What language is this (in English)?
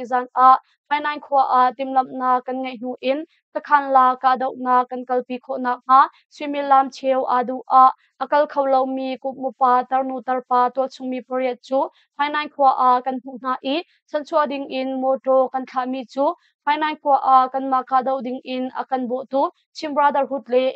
Hakha Chin